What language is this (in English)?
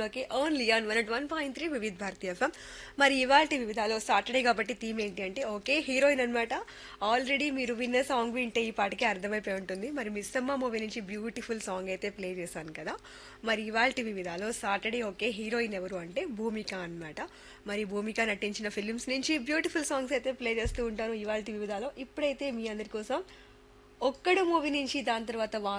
Telugu